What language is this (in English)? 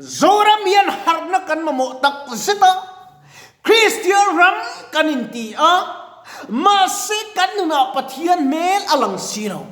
Mizo